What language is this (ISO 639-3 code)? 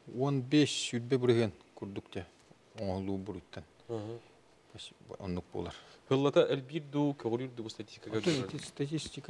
sah